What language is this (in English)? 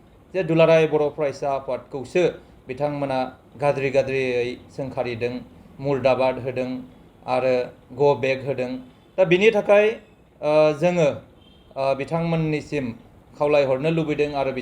Bodo